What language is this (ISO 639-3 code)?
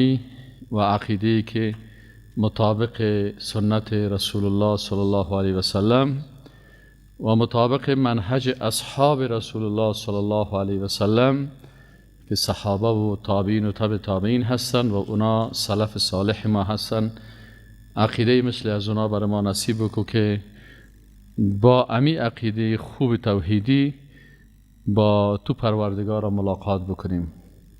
fas